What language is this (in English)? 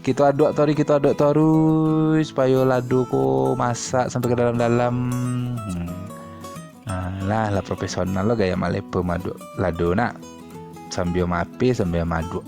Minangkabau